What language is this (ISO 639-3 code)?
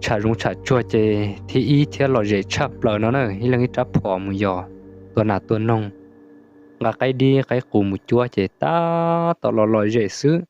hmn